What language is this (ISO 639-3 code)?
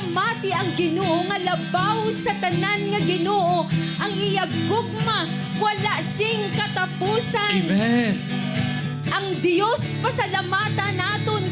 hil